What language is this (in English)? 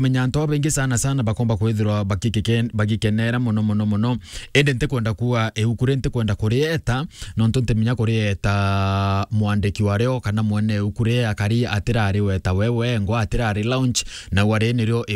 Meru